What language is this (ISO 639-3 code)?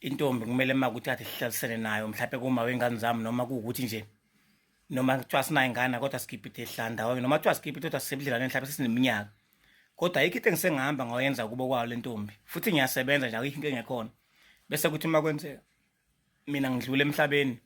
zul